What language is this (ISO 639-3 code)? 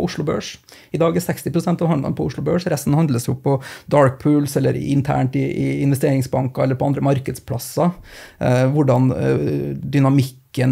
nor